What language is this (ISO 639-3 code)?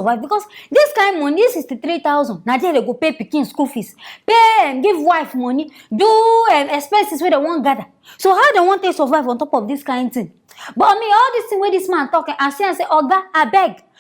pcm